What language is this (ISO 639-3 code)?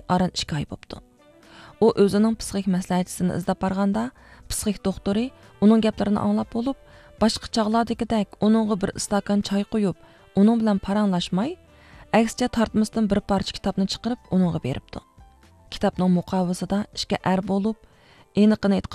uig